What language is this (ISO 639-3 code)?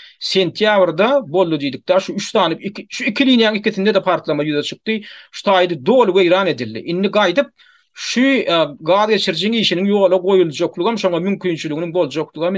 tuk